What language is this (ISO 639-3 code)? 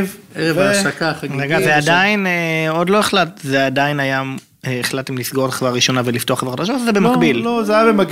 heb